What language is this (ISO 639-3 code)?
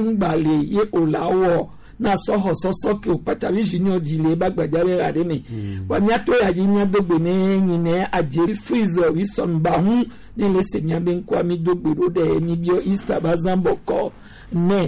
gej